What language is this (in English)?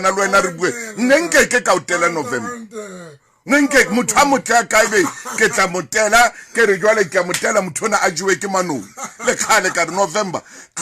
Southern Sotho